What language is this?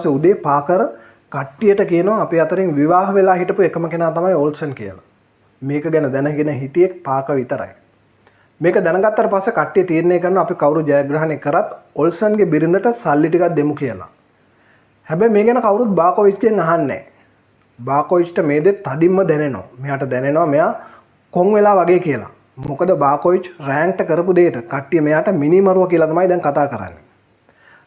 Sinhala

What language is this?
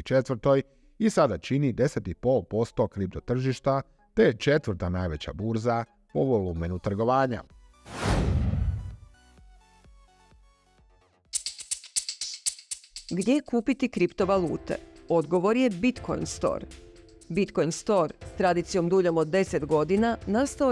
Croatian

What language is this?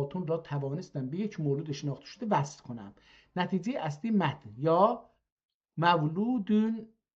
South Azerbaijani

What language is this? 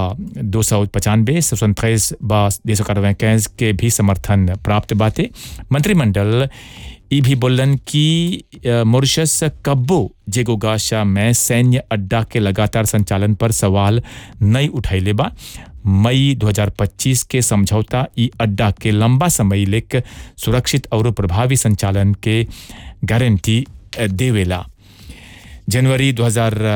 Bhojpuri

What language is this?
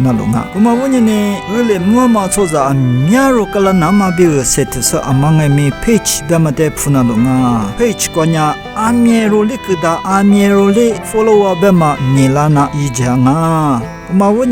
Lisu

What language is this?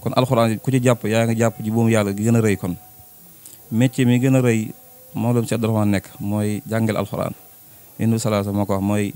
Wolof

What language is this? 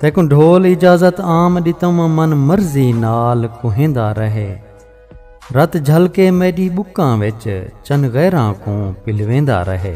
Saraiki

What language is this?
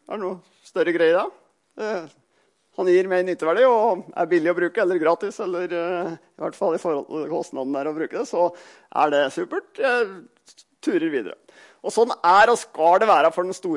Norwegian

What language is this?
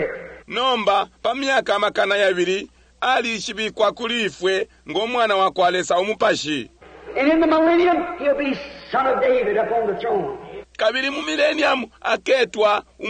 Bemba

